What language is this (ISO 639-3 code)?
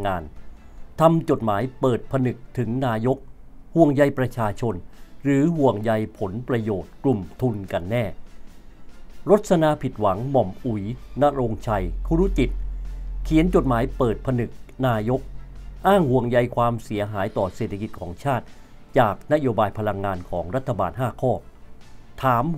tha